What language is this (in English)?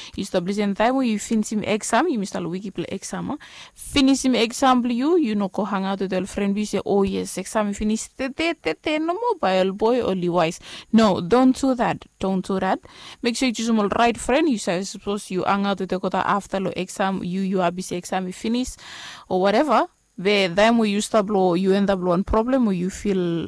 Bislama